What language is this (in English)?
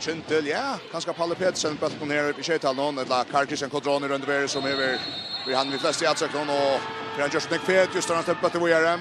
Faroese